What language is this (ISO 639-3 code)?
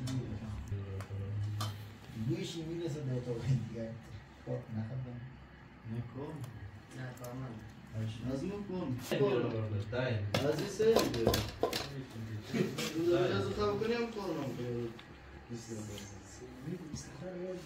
fas